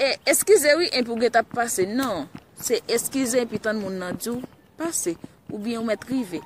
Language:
Haitian Creole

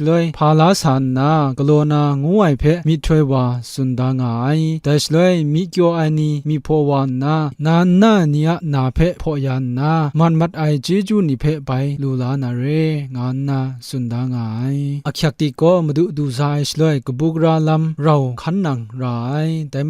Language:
Kachin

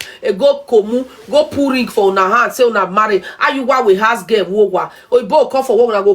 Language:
Nigerian Pidgin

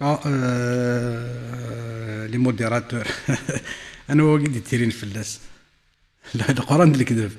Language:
Kabyle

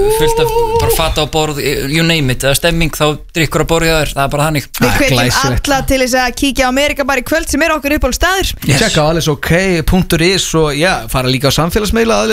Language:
Icelandic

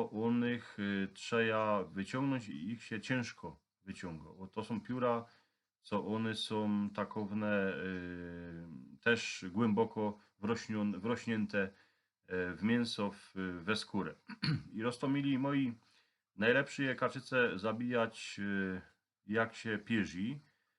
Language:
Silesian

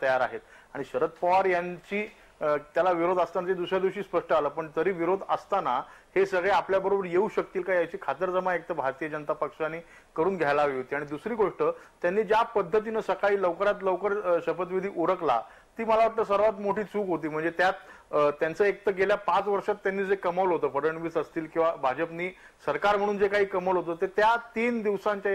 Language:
Marathi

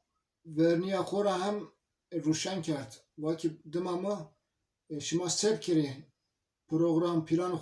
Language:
Zaza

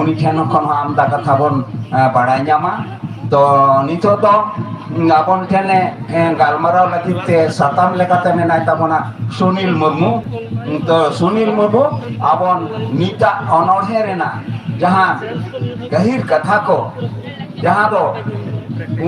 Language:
Santali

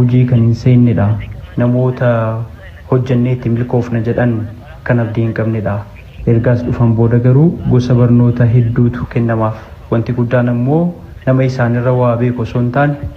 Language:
Oromo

